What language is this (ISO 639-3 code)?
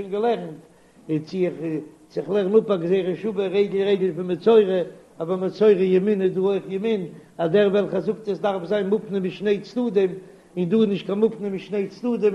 yid